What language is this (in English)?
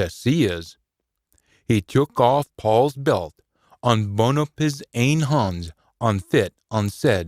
Scots